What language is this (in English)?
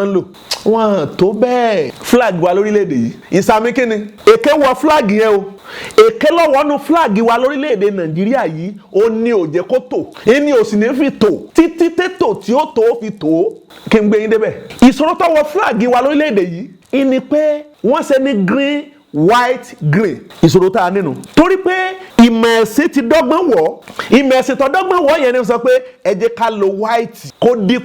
Yoruba